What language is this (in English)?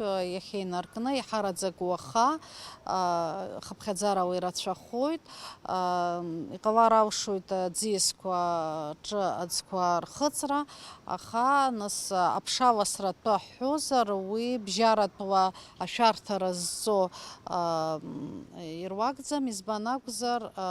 Abkhazian